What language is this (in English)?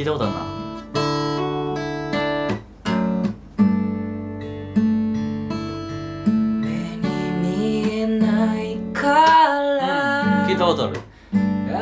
Japanese